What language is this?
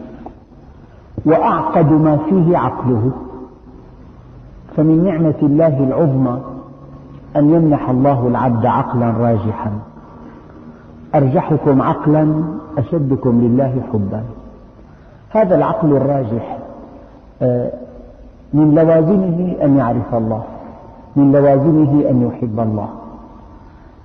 Arabic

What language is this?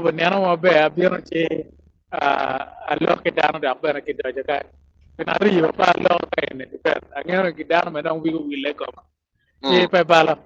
Acoli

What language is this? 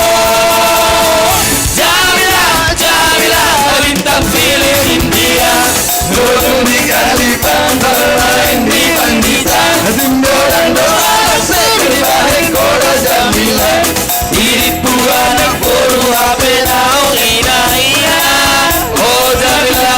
Batak Simalungun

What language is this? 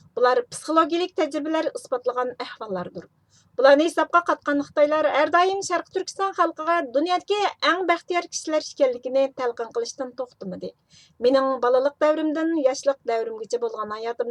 Uyghur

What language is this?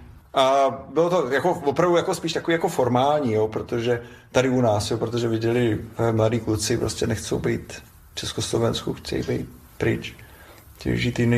Czech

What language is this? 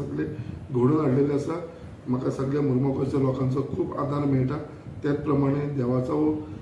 Konkani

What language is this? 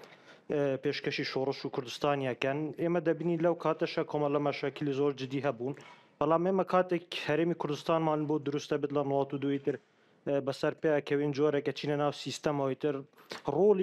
Central Kurdish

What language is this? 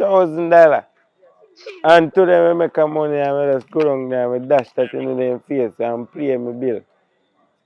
Jamaican Creole English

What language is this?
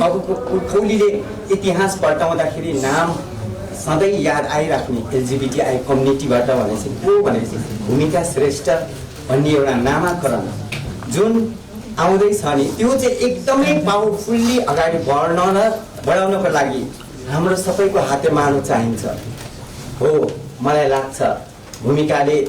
Nepali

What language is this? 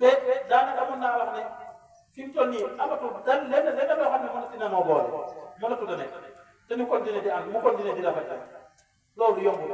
Wolof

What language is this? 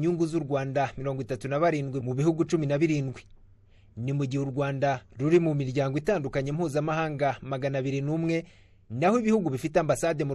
Kinyarwanda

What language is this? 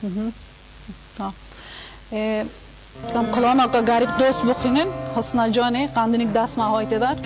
Kurdish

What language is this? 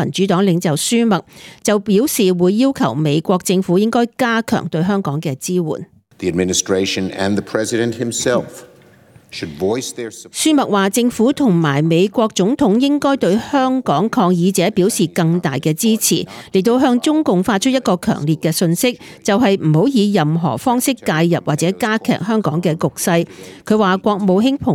Cantonese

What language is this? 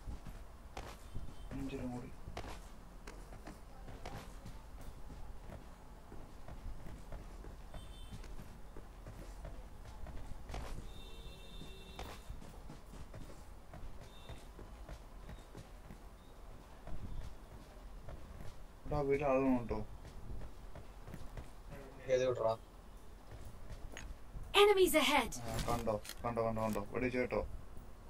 Malayalam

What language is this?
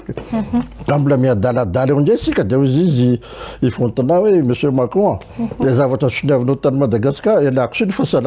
Malagasy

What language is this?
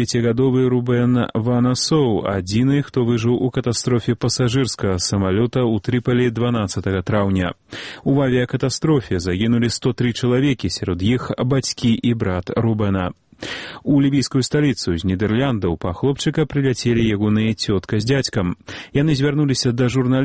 Belarusian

